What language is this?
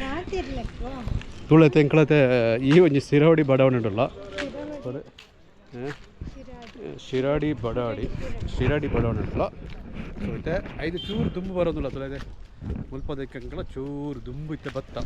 Tulu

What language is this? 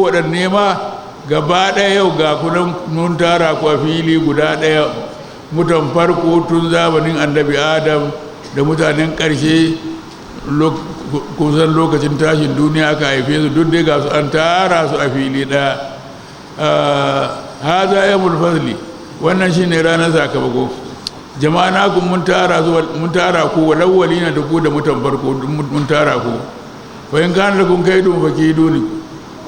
Hausa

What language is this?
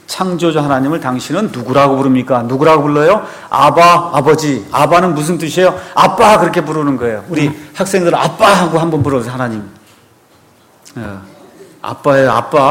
Korean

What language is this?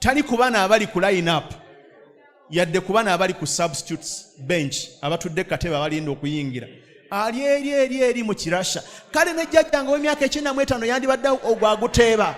Ganda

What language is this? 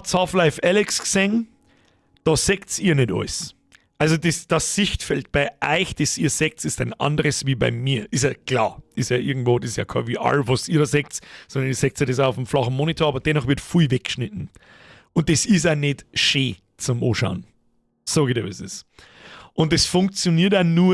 Bavarian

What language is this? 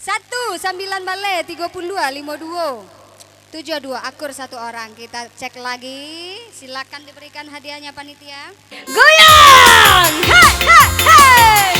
Minangkabau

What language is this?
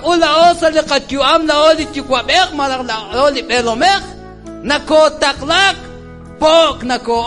Kekchí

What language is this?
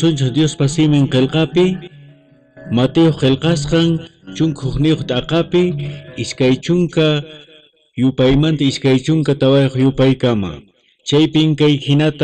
Quechua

